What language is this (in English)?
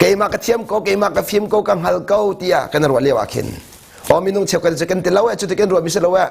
Hakha Chin